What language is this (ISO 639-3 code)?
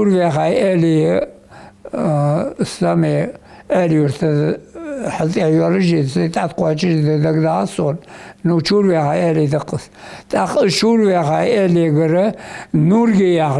inh